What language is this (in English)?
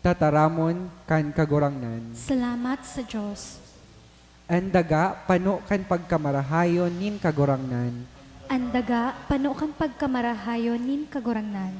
Bikol